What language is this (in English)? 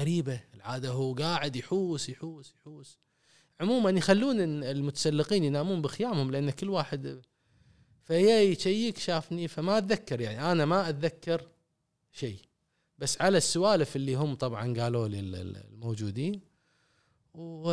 Gulf Arabic